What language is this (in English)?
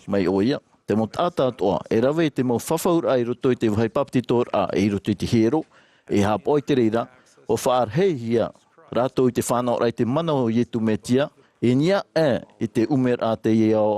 Tahitian